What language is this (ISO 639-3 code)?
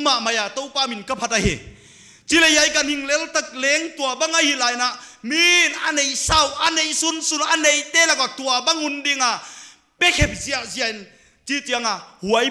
pck